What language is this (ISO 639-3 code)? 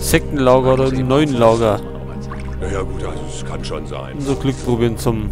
bar